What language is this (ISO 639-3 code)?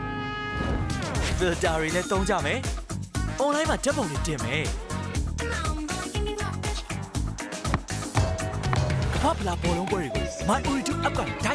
mya